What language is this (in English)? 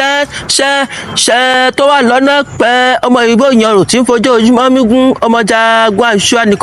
Yoruba